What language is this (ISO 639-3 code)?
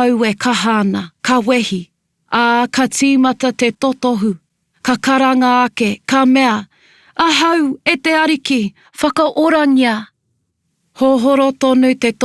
mri